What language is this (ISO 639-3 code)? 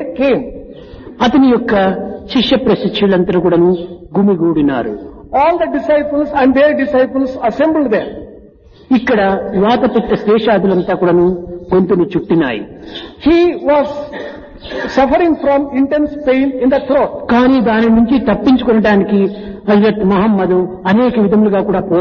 tel